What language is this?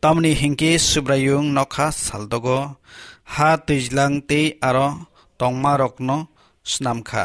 Kok Borok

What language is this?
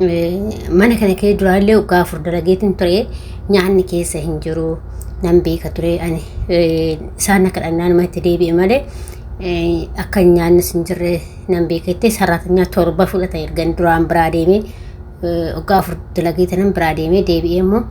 Oromo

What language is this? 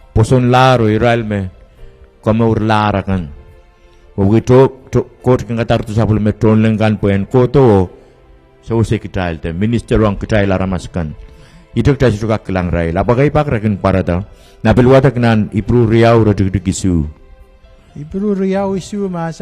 Pohnpeian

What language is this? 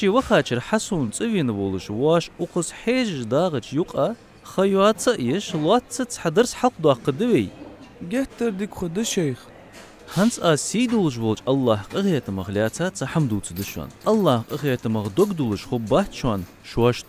Ingush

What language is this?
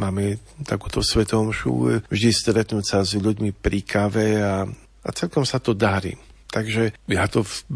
Slovak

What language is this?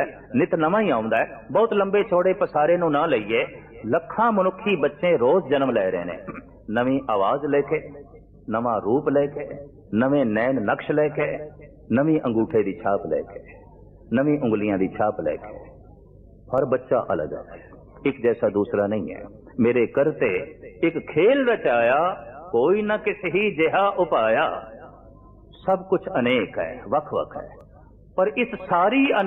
Punjabi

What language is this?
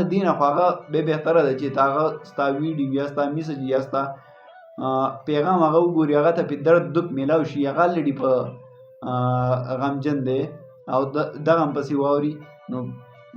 Pashto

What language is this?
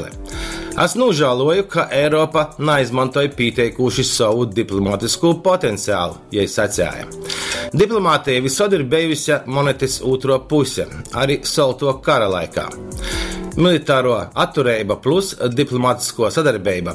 Latgalian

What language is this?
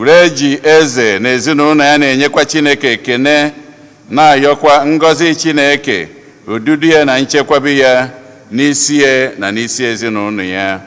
Igbo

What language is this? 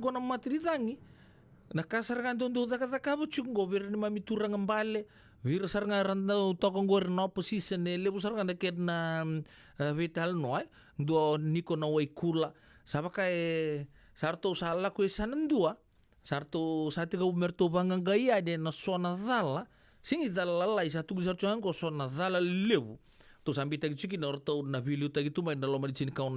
Fijian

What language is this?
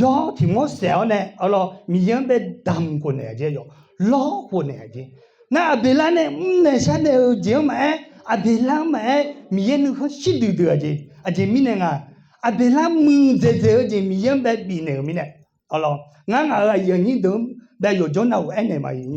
Akha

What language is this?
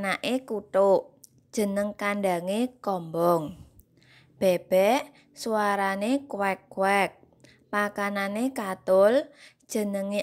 Javanese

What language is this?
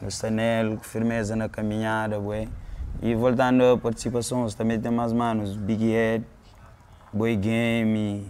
Kabuverdianu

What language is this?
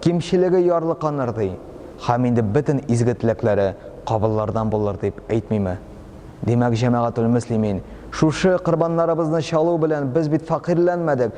Tatar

